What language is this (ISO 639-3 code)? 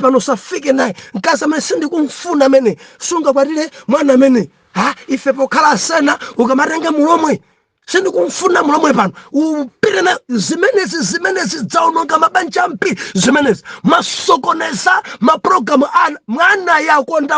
nya